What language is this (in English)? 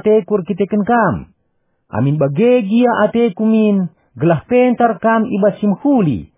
Batak Karo